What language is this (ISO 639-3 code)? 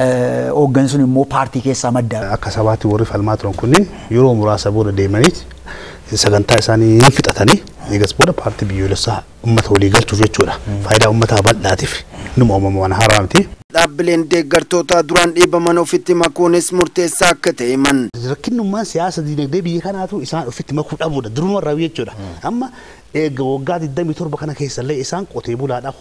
orm